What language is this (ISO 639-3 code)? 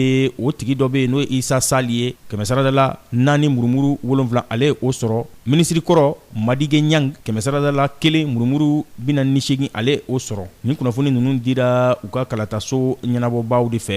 bam